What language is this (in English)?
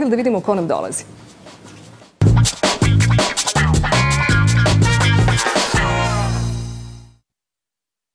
Serbian